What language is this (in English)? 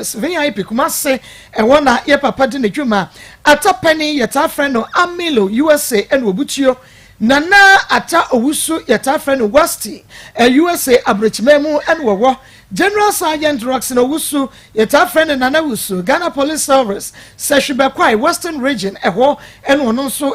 Akan